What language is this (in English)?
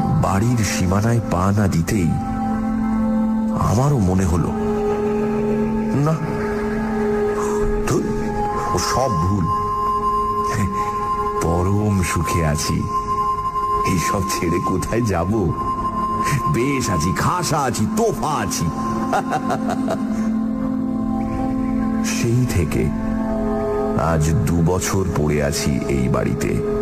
Bangla